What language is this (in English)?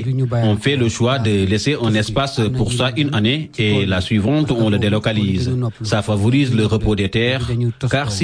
French